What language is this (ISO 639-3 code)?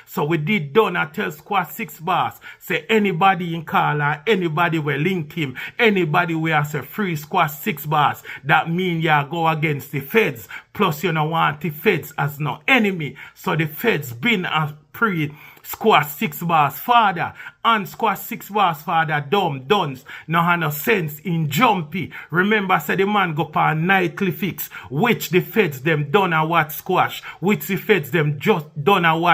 jam